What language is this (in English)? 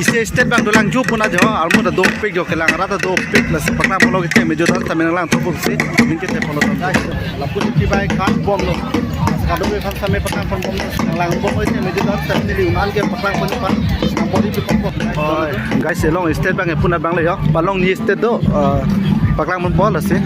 Karbi